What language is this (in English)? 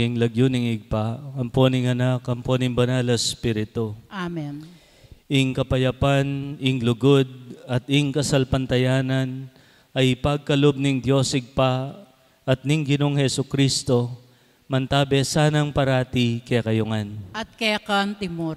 Pampanga